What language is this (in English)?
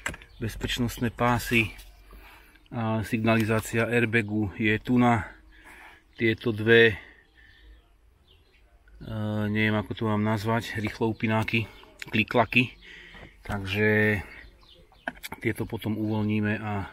Slovak